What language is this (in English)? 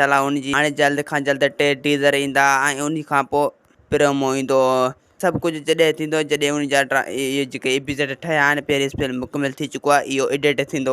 Sindhi